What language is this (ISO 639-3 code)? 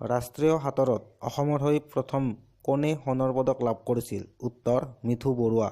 asm